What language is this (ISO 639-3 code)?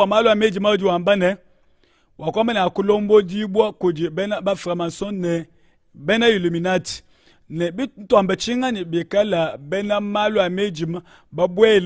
lua